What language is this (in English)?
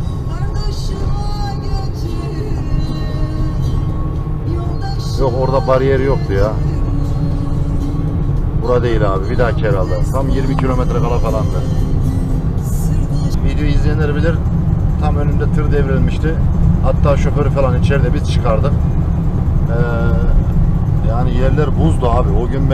Turkish